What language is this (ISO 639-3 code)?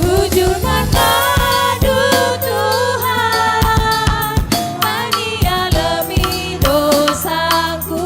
btx